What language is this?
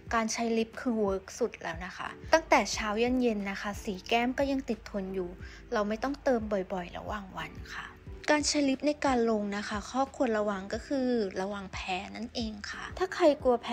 Thai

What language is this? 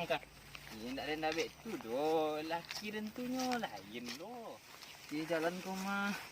Minangkabau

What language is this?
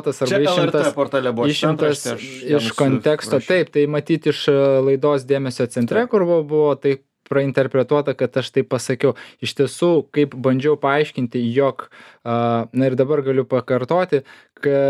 Lithuanian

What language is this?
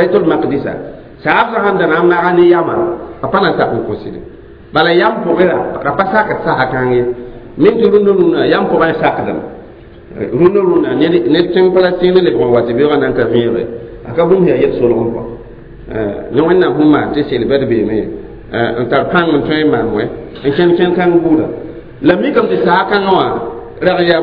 Mossi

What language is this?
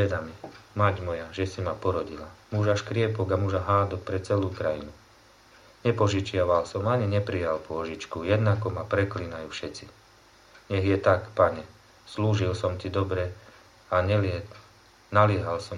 Slovak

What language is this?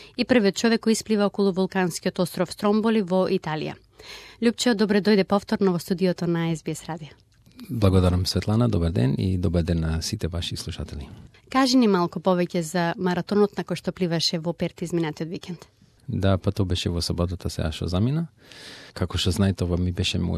Macedonian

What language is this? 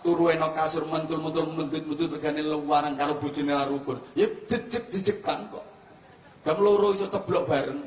Javanese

